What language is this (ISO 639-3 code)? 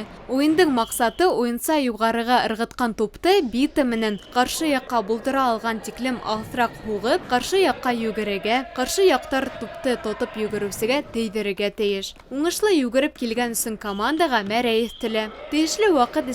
bak